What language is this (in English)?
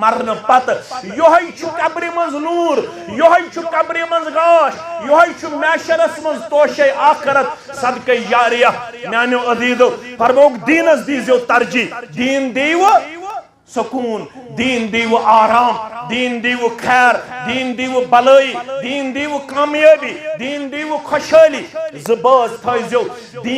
Kashmiri